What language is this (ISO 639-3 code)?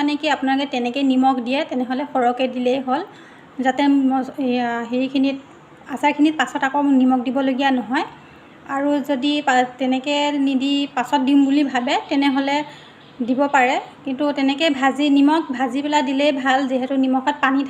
asm